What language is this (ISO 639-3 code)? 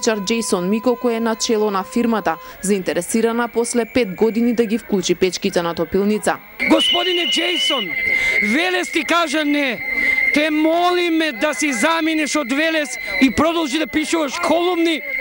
mkd